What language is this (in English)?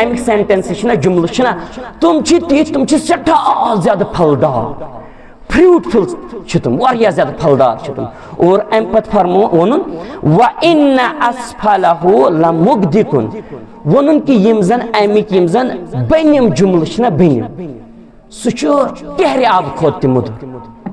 Kashmiri